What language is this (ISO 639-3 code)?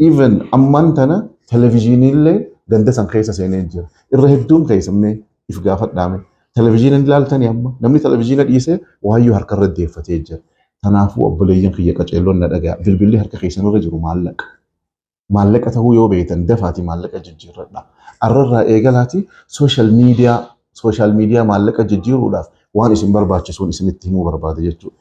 orm